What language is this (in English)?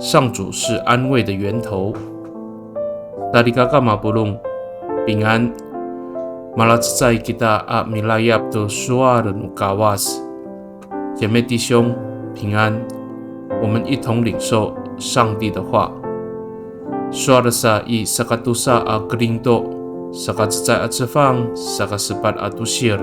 Amis